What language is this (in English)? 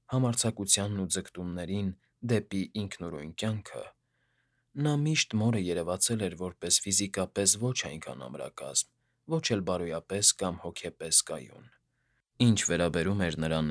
Armenian